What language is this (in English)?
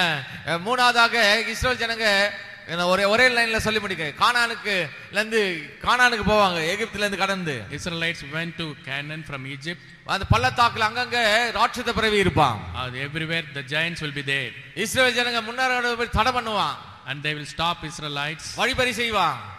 Tamil